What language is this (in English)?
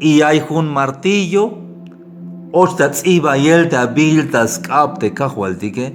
Tzeltal